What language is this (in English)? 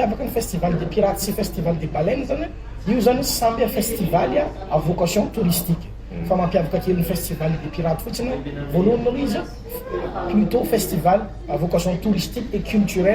Malagasy